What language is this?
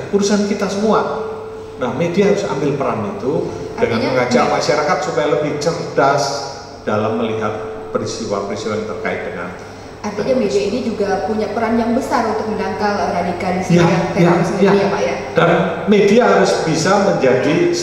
Indonesian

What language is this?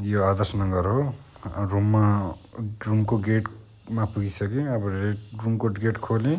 Nepali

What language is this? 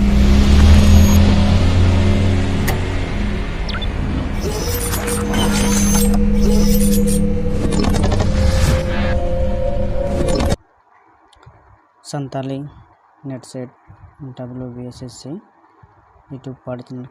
Santali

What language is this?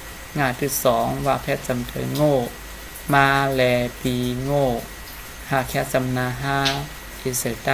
Shan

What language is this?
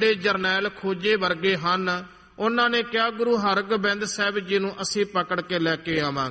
Punjabi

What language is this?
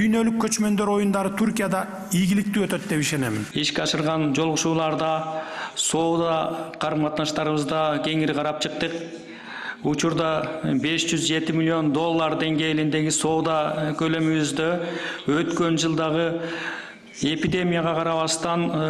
Kyrgyz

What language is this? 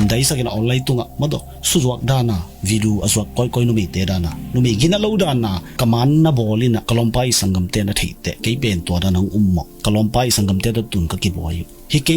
Tedim Chin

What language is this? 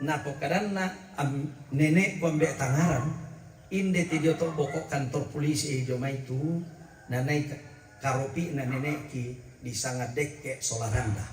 Toraja-Sa'dan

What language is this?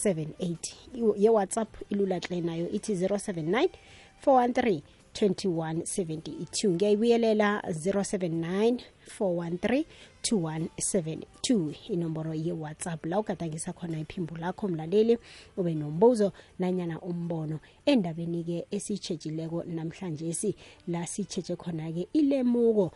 South Ndebele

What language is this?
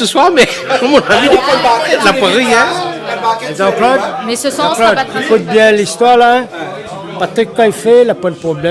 Réunion Creole French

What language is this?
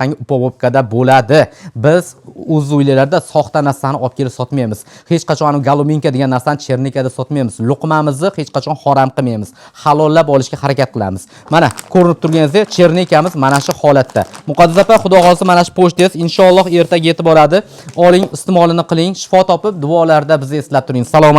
Uzbek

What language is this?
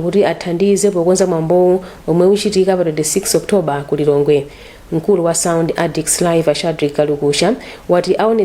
Nyanja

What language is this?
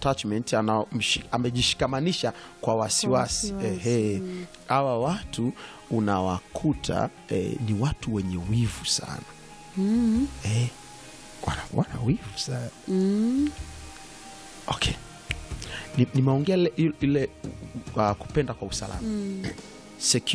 Swahili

